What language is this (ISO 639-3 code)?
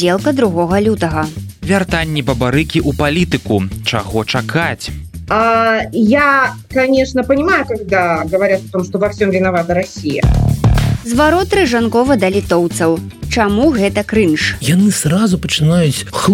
bel